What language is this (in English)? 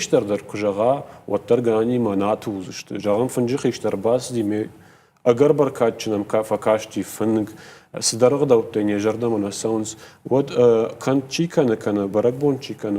Ossetic